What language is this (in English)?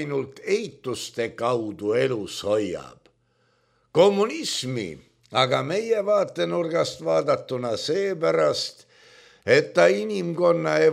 Estonian